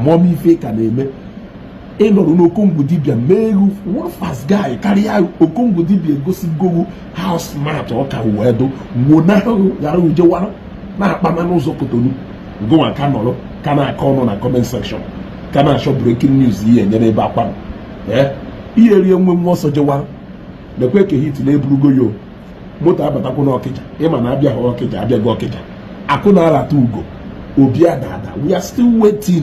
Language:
Igbo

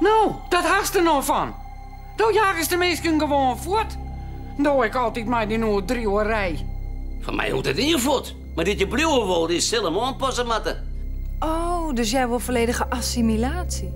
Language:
Western Frisian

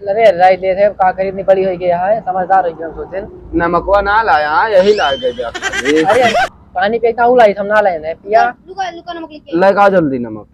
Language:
Awadhi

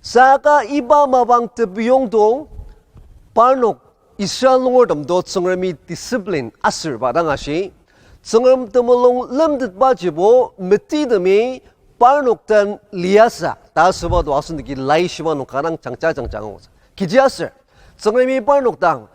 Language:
Ao Naga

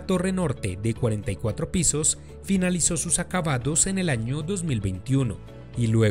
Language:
Spanish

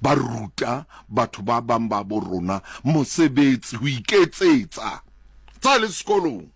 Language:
Southern Sotho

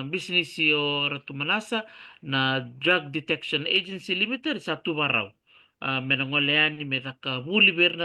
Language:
Fijian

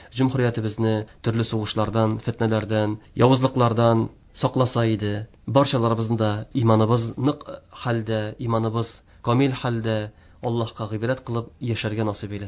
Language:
Tatar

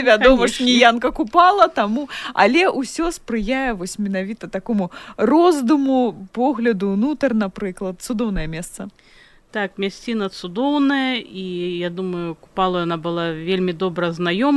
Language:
Belarusian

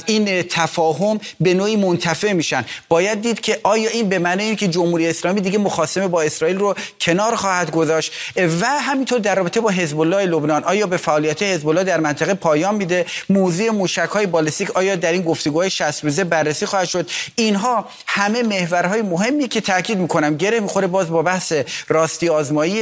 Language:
Persian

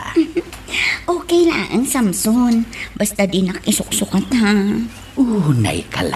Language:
Iloko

